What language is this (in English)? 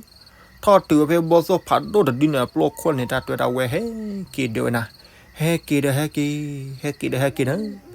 S'gaw Karen